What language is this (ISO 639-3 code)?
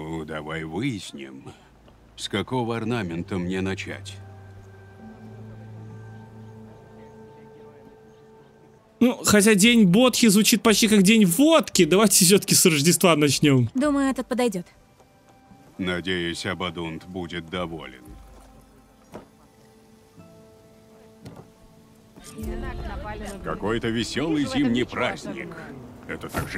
rus